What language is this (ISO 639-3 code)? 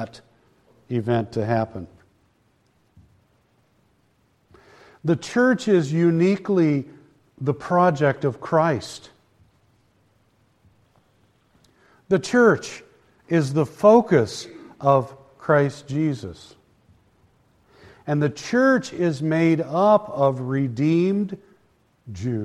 eng